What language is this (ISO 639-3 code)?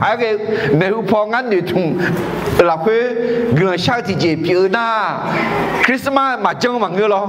ahk